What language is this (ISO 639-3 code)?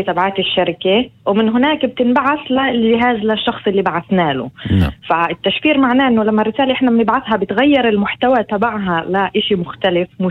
apc